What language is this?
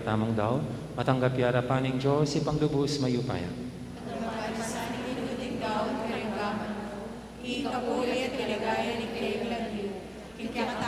Pampanga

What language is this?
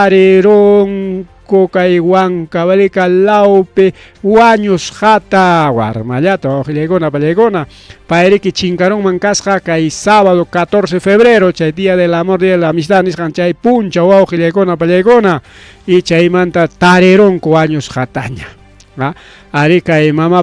Ayacucho Quechua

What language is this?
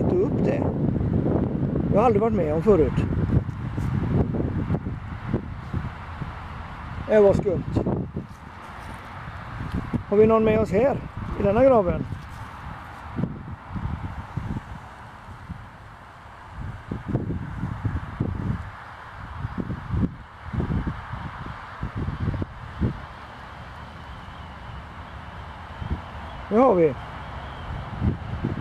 Swedish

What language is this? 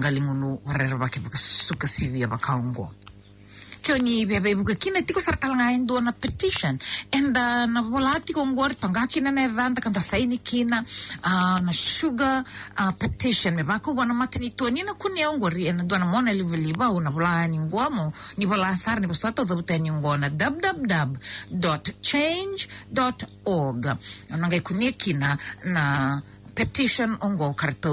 Fijian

